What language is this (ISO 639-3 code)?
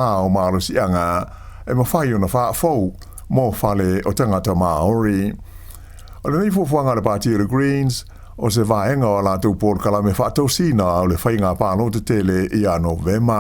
smo